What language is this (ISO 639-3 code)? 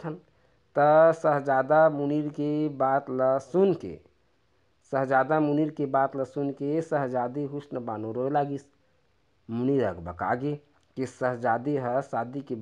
hne